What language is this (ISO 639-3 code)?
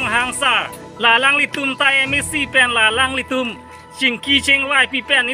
mjw